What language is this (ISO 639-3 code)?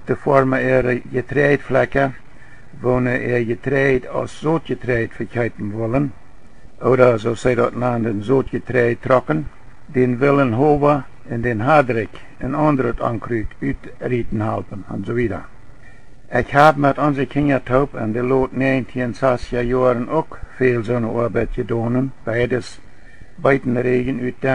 pdt